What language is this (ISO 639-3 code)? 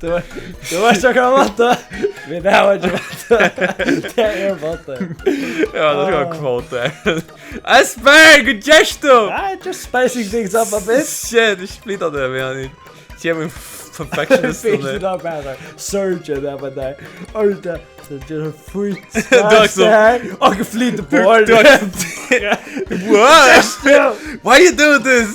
fao